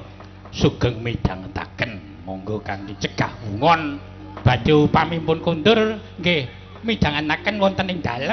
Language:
Javanese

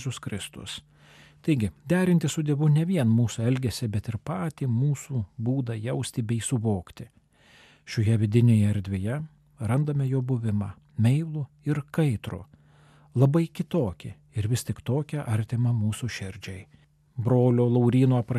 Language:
Lithuanian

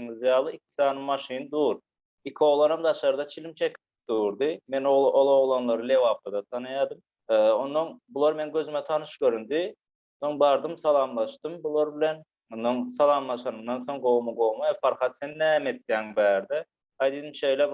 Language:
Turkmen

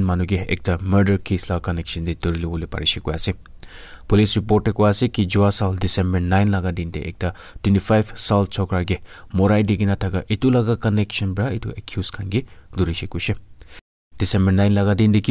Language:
Naga Pidgin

